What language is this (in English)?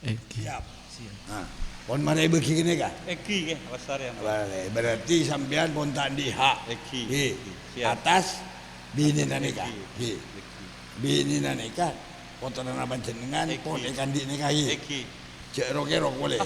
Madurese